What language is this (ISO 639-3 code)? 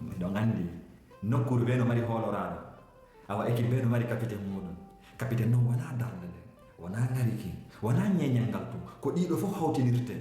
ful